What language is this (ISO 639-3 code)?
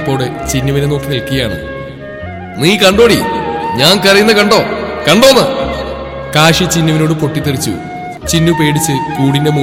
mal